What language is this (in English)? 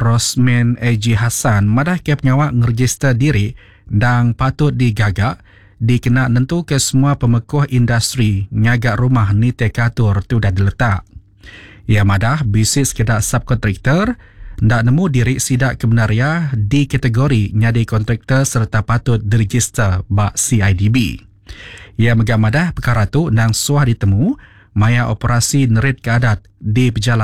Iban